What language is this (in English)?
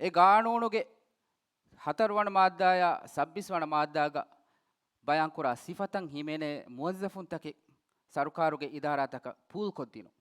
Divehi